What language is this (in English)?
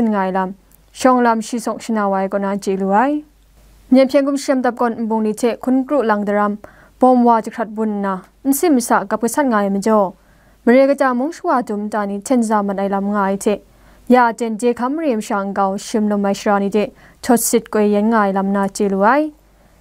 Kachin